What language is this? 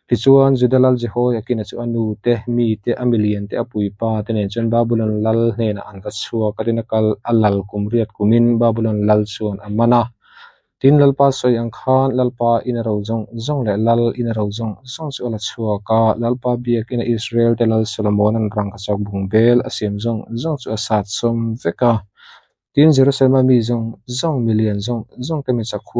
Mizo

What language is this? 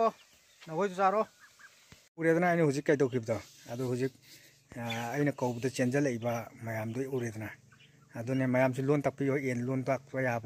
Manipuri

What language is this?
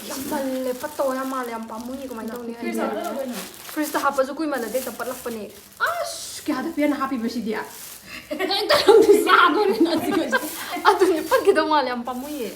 Manipuri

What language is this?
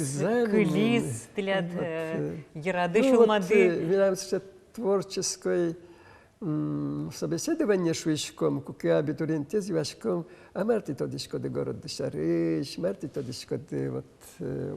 Udmurt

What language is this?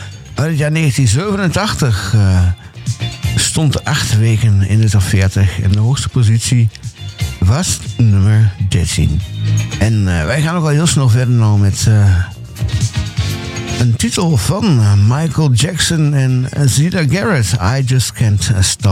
Dutch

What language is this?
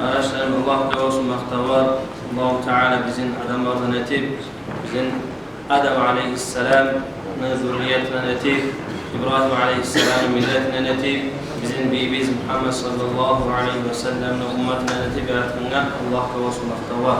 Kumyk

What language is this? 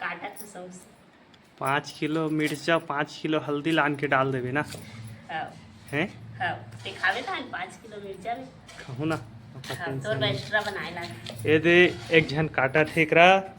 Chhattisgarhi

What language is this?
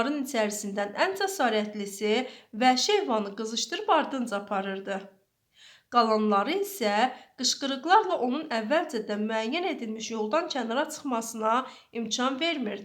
Azerbaijani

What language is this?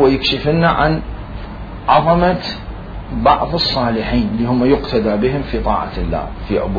Mesopotamian Arabic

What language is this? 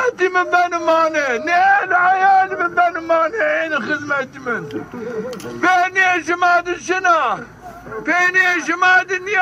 Zaza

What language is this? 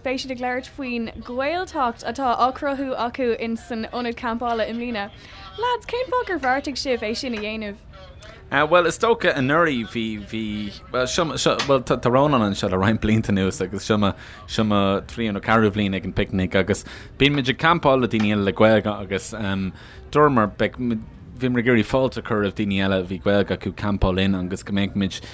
Irish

